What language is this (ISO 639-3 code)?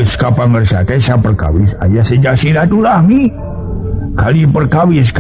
sun